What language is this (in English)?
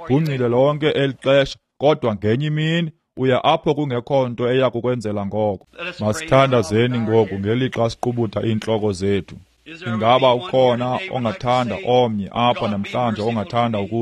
Xhosa